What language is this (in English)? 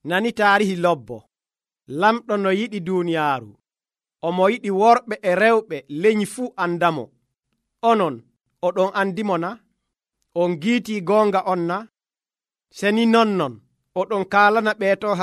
Nigerian Fulfulde